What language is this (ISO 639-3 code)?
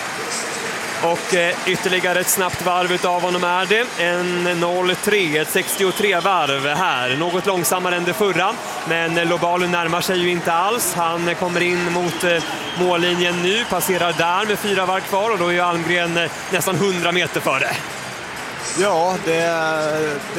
swe